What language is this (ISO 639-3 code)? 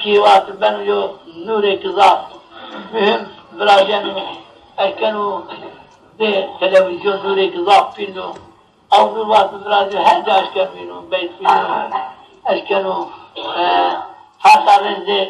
zza